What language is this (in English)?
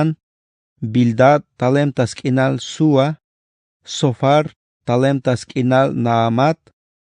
Tzeltal